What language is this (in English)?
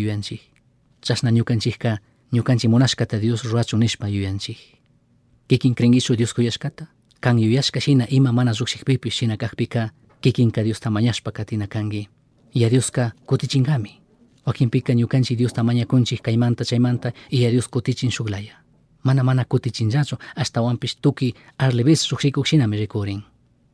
Chimborazo Highland Quichua